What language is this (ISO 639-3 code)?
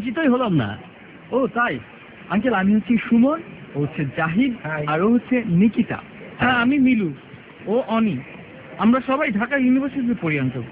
ben